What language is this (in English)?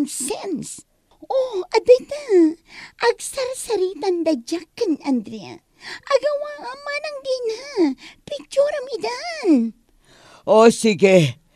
Iloko